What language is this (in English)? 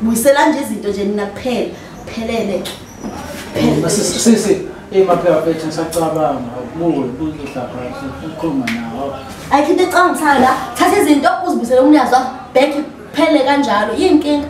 Zulu